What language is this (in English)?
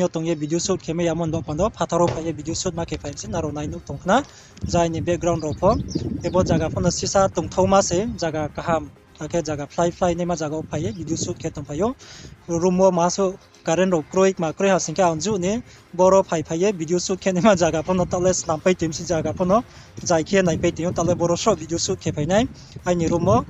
Riang (India)